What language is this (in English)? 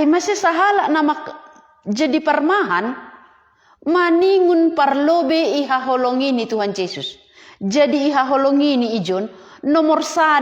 Batak Simalungun